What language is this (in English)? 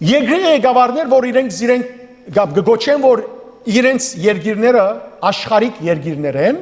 Western Armenian